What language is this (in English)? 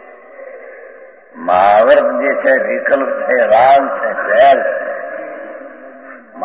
Gujarati